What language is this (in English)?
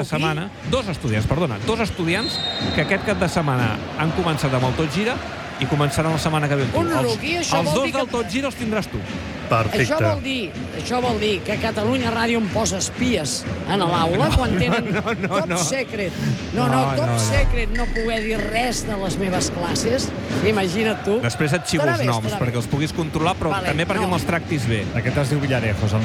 Catalan